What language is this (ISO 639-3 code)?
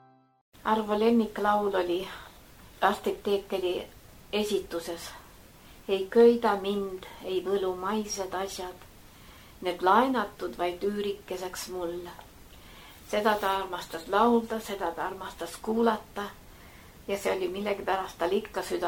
est